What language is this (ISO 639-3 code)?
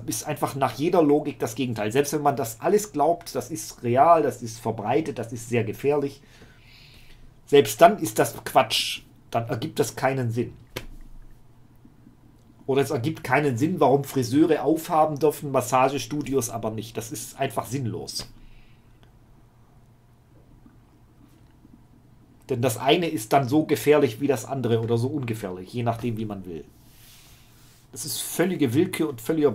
deu